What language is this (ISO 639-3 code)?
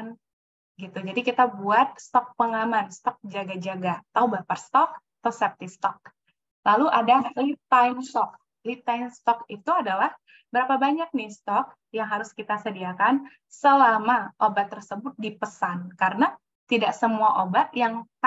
ind